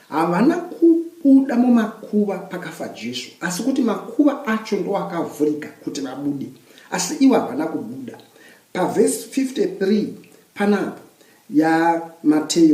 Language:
Shona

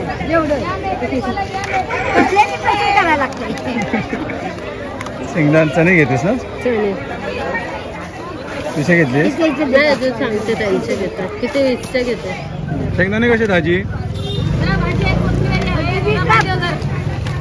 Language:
Marathi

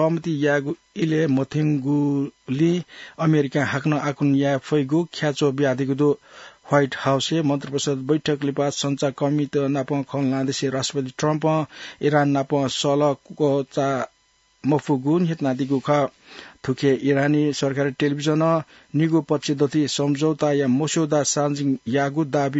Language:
Newari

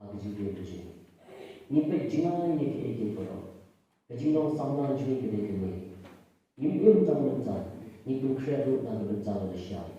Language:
Khasi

